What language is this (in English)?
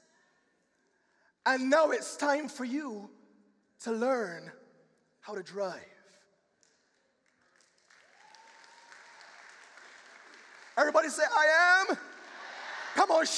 English